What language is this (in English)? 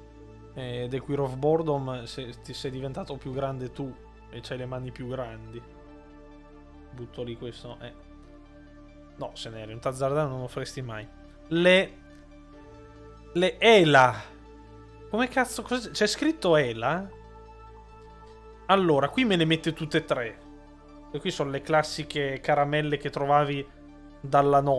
Italian